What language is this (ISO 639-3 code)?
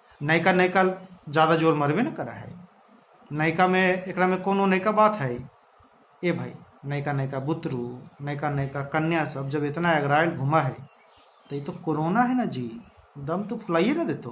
mag